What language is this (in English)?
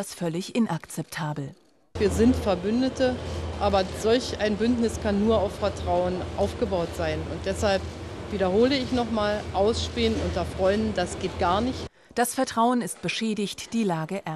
German